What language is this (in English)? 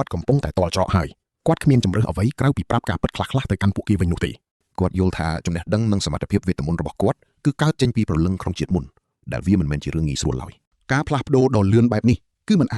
Khmer